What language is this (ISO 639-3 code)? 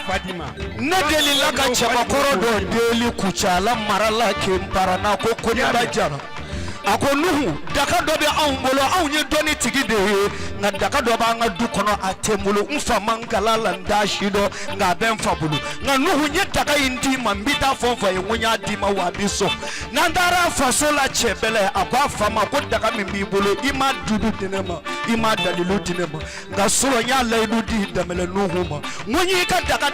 bam